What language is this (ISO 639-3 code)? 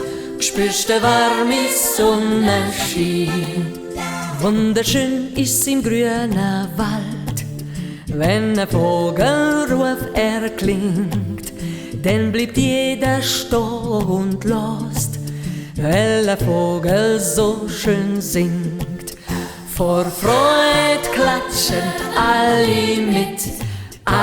gsw